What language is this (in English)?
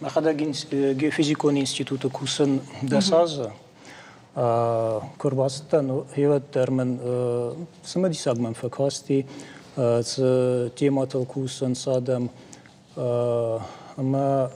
Ossetic